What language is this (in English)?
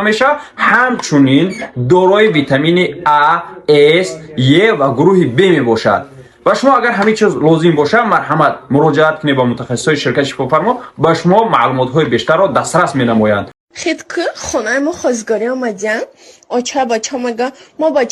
Tajik